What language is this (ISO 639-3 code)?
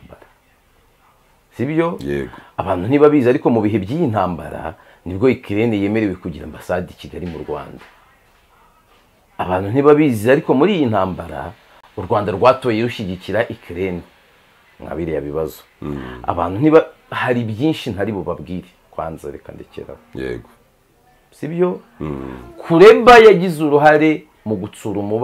kin